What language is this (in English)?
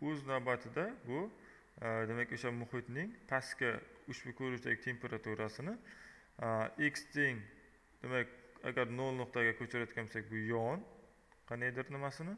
Uzbek